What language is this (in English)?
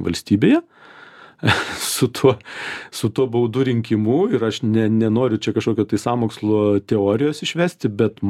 Lithuanian